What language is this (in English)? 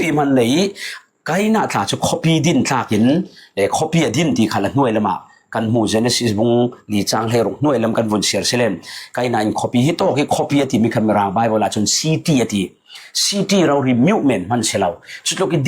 Falam Chin